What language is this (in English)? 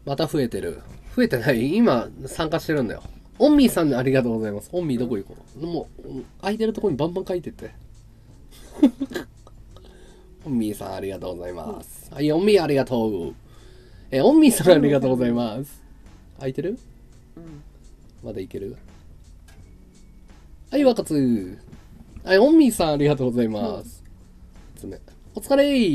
Japanese